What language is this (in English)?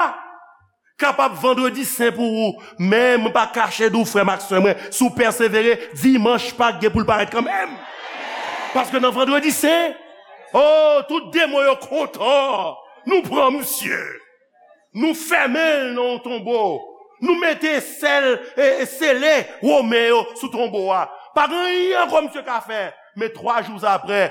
Haitian Creole